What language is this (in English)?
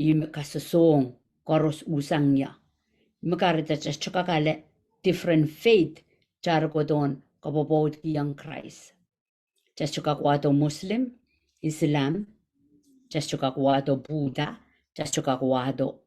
Pohnpeian